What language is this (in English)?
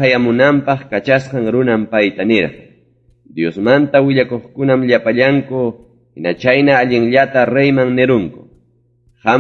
Ayacucho Quechua